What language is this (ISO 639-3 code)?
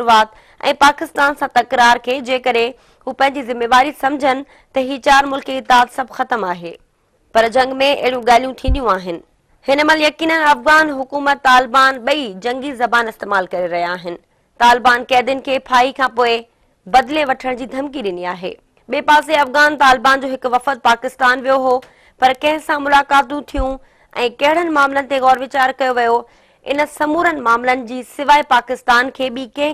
snd